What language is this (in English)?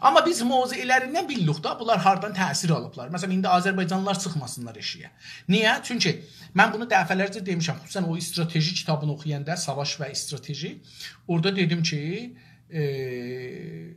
South Azerbaijani